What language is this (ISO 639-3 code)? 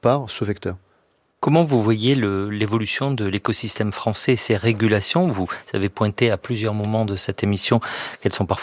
fra